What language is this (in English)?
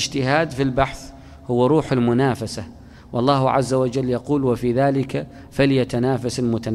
Arabic